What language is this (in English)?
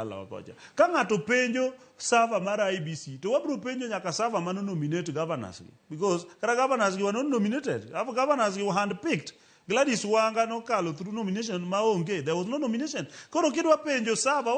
Luo (Kenya and Tanzania)